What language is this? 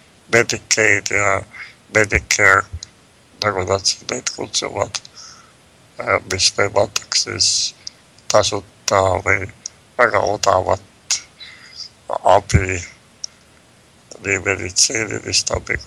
Estonian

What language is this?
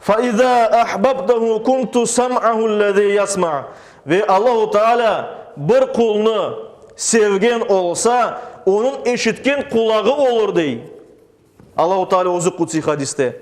Crimean Tatar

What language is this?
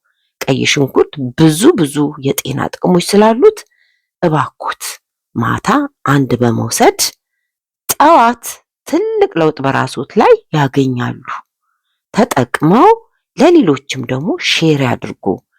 Amharic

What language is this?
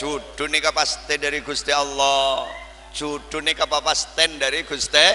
Madurese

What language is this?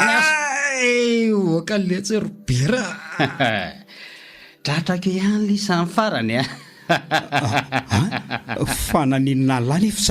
Malagasy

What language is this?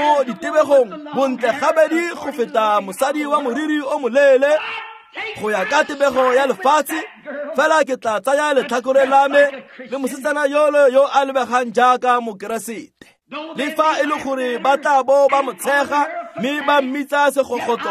Tswana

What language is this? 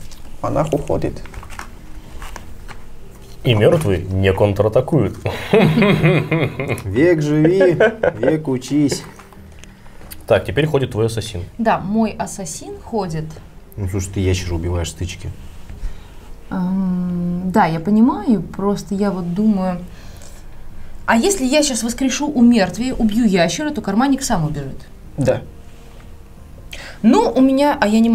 Russian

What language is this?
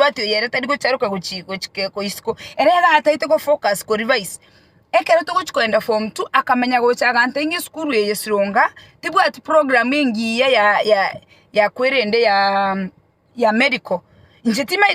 Gusii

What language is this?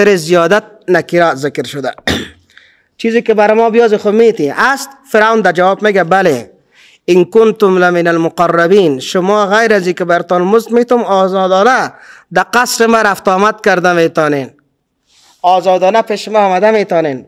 Persian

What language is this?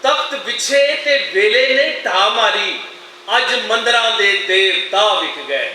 Western Panjabi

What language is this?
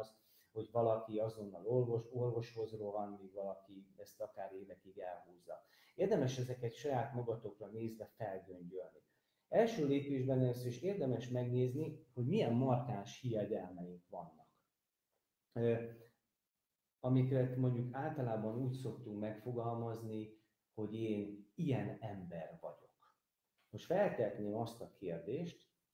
Hungarian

